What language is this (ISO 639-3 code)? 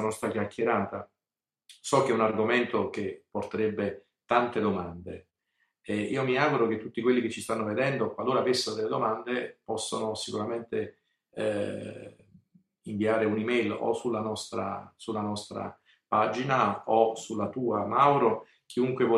ita